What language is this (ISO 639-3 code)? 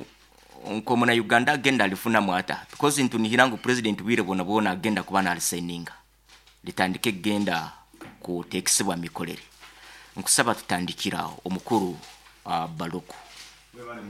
nyo